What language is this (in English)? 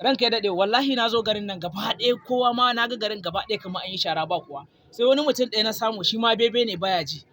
Hausa